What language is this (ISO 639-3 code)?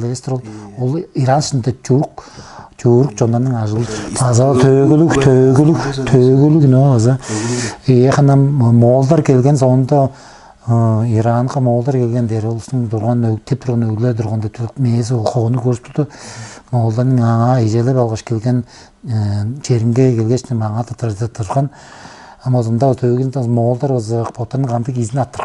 tyv